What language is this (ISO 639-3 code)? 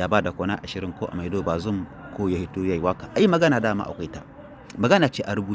hau